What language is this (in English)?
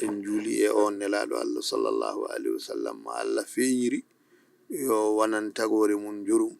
Fula